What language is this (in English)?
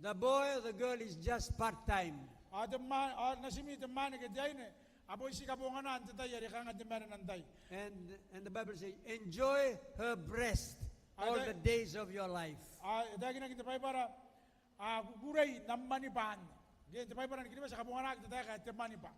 Gilbertese